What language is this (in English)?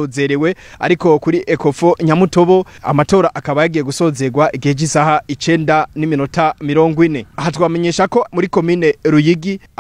Rundi